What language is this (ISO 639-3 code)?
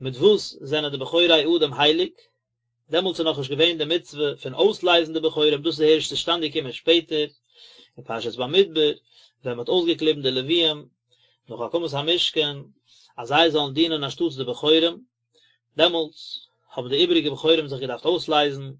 yid